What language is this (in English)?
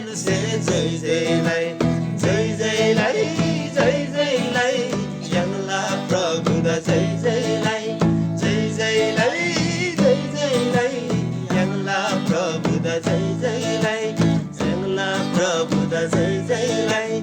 Eastern Tamang